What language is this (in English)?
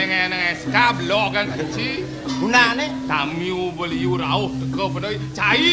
Balinese